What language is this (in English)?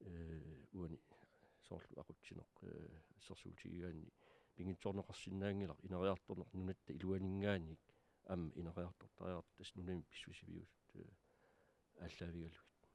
Kalaallisut